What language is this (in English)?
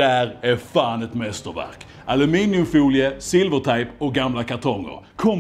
Swedish